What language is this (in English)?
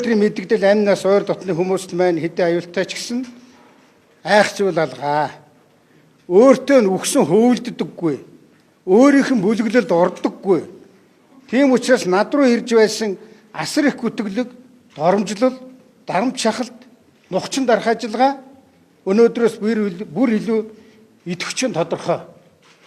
Mongolian